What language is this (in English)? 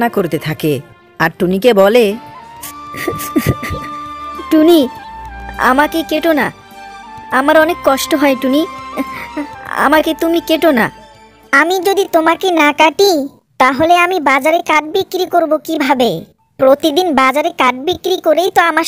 Bangla